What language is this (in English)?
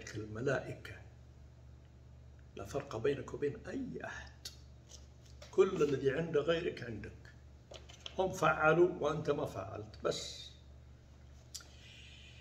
Arabic